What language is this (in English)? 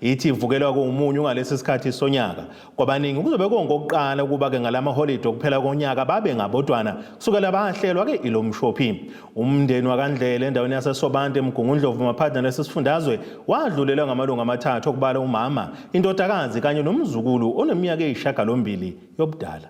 Zulu